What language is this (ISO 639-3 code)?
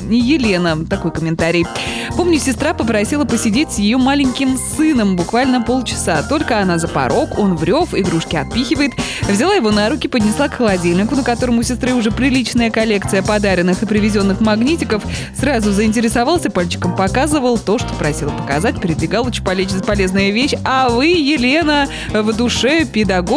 rus